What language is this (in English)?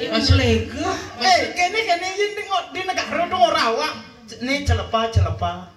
Balinese